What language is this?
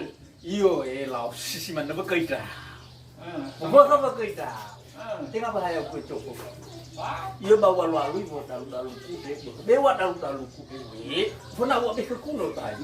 Nias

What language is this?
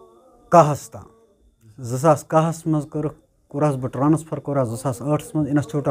Kashmiri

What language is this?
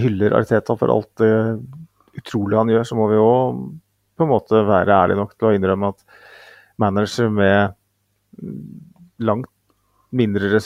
Norwegian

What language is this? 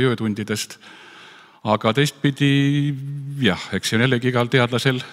Estonian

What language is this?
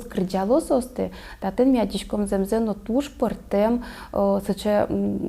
Udmurt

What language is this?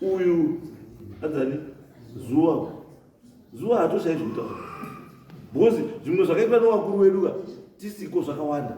Shona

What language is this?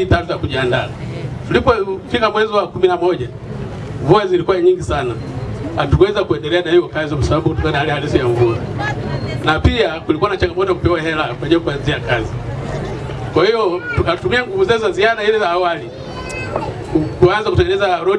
Swahili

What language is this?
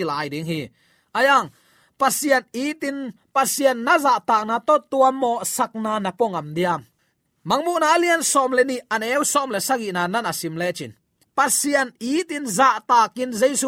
Tedim Chin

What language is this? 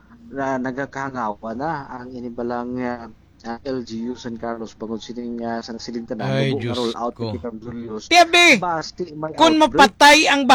Hiligaynon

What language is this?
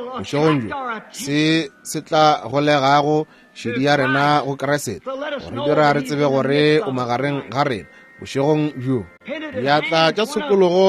Northern Sotho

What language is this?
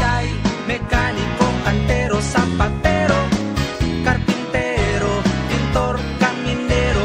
Hiligaynon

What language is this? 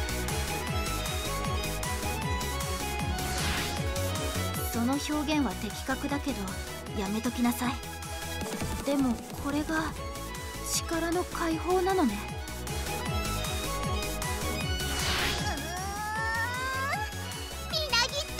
Japanese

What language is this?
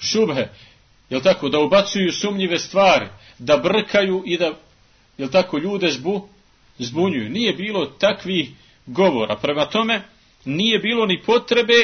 Bosnian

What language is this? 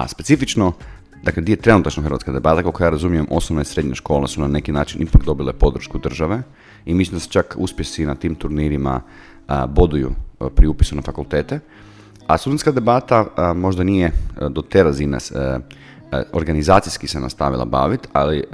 Croatian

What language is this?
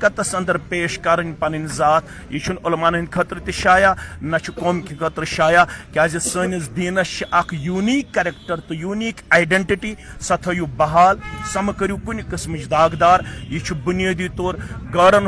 Kashmiri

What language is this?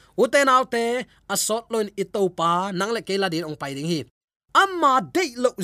Tedim Chin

